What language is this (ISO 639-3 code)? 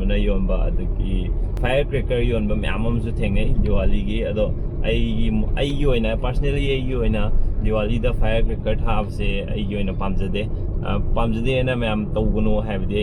mni